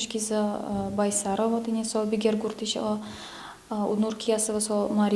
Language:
Udmurt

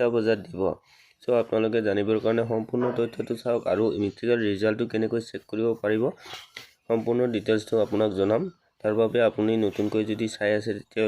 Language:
Assamese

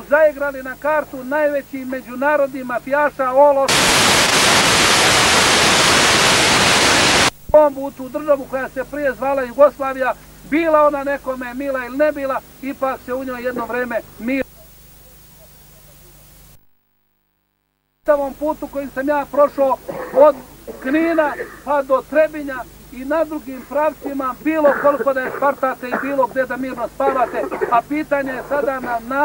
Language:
Serbian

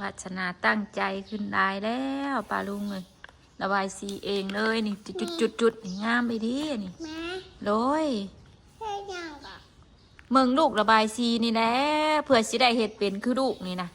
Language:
Northeastern Thai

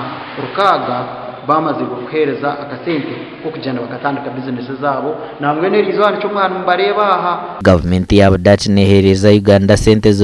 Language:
Nyankole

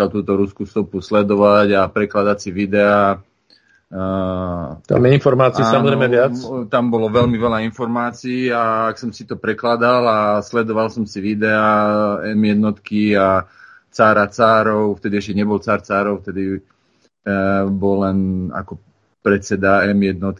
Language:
Slovak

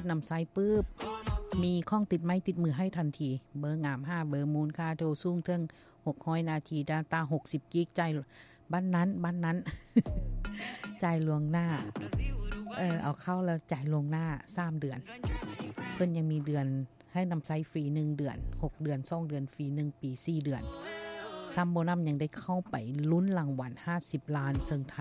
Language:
Lao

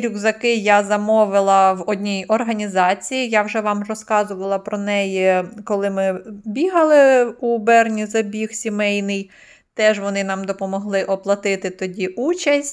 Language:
Ukrainian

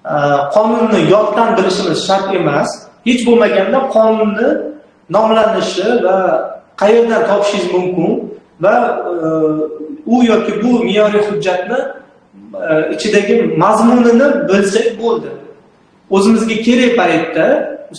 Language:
Uzbek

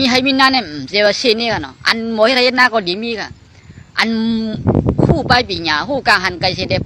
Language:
Shan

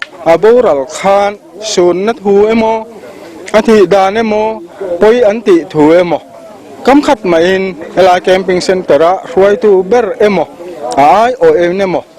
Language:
Mizo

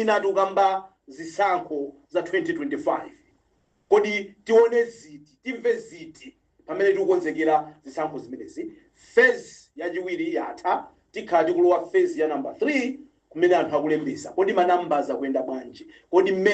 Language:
Nyanja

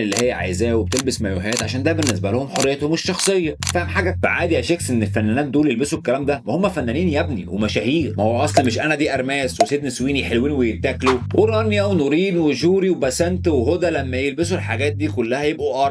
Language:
Egyptian Arabic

